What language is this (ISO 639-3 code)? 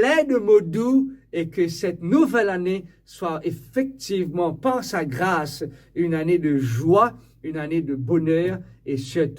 mfe